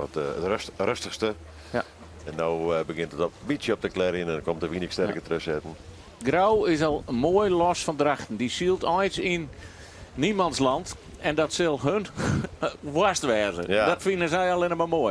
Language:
Western Frisian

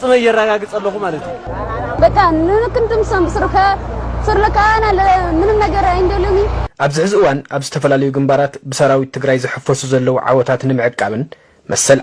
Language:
Tigrinya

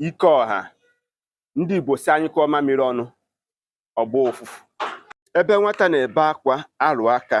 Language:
Igbo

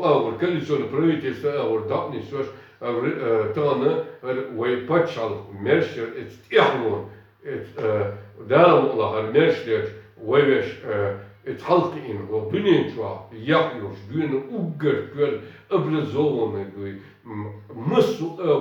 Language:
Chechen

